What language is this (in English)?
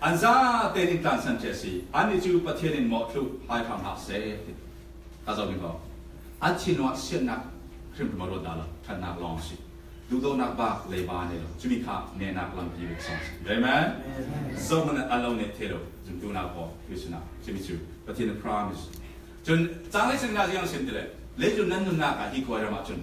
Falam Chin